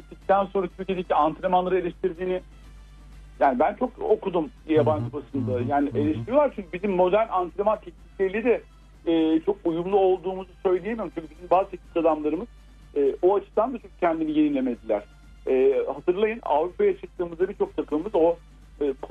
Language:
Turkish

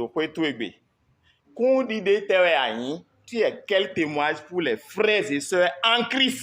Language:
Fon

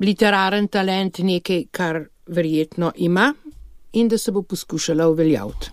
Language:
Slovenian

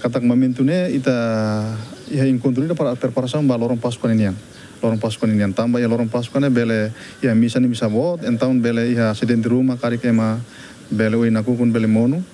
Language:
Tetum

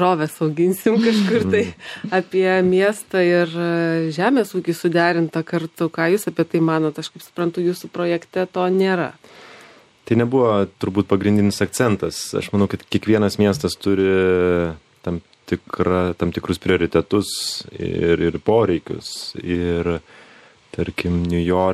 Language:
Lithuanian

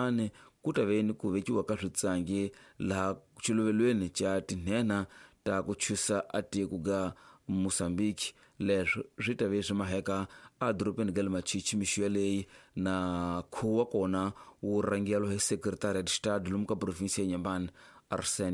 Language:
Tsonga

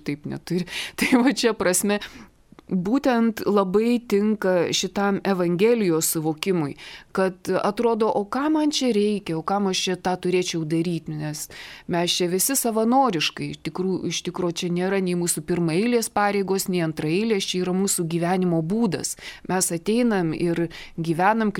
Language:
Lithuanian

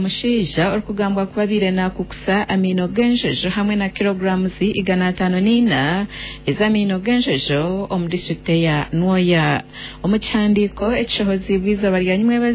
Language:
Nyankole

